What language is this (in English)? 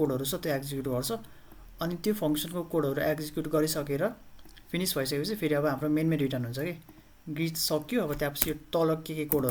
Nepali